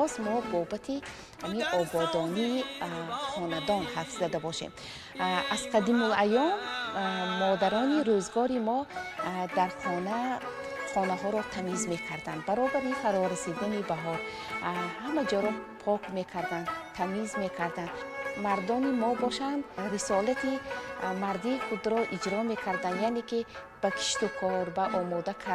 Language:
Tajik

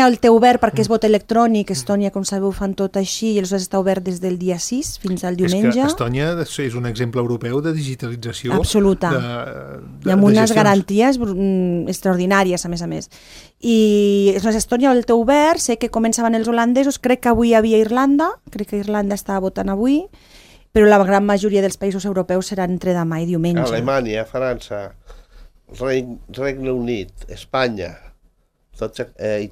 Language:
Catalan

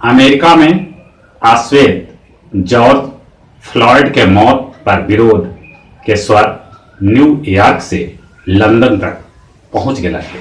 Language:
Magahi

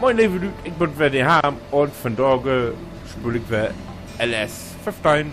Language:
Low German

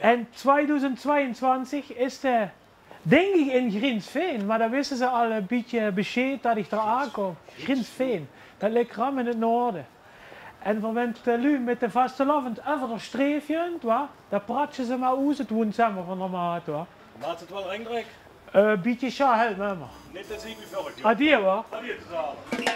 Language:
Limburgish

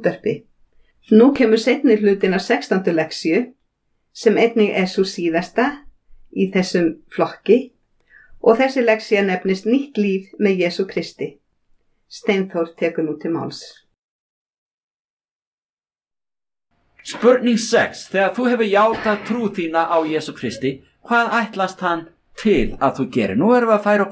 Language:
Icelandic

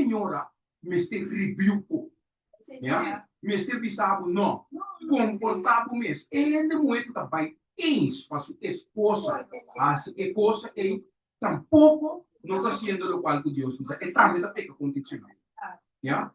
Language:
Papiamento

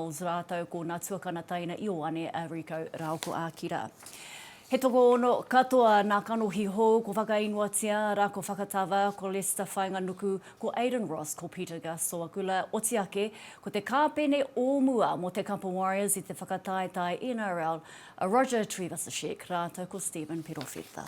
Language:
Māori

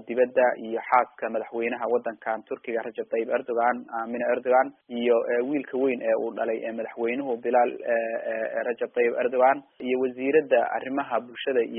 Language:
Somali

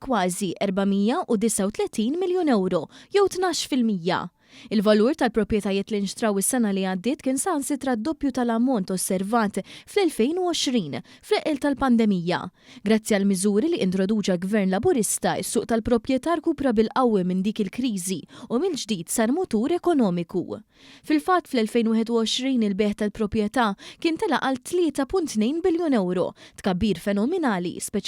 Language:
Maltese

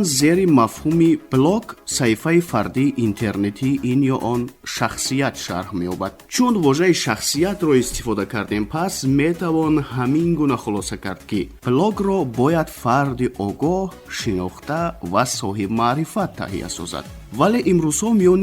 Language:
Tajik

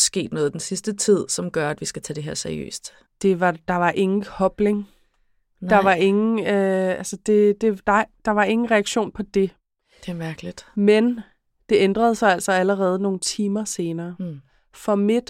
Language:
Danish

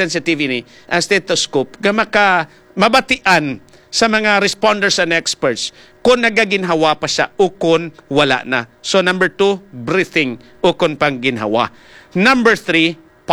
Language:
Hiligaynon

